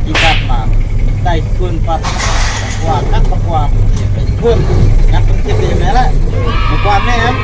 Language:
Khasi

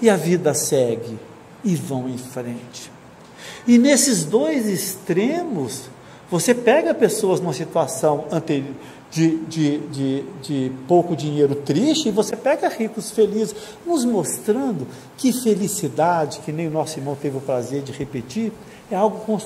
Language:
Portuguese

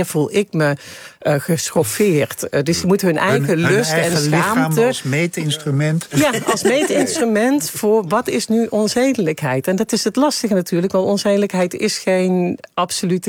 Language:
Dutch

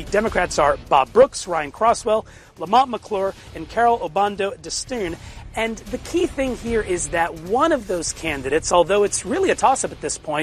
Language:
English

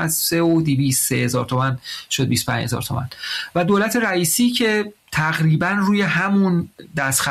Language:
Persian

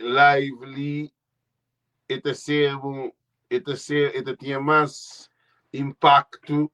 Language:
Kabuverdianu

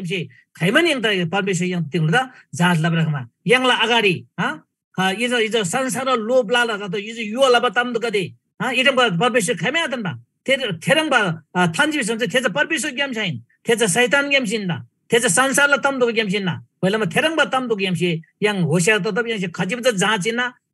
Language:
Eastern Tamang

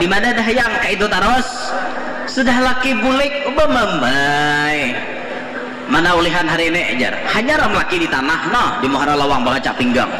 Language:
Banjar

